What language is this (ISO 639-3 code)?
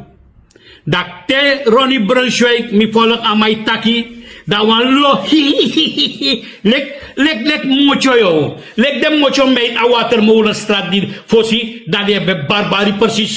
srn